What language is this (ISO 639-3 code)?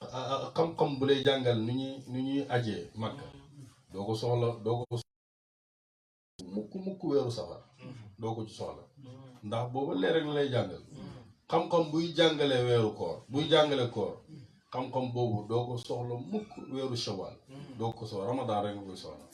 wol